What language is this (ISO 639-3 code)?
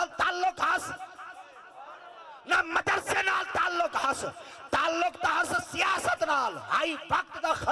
skr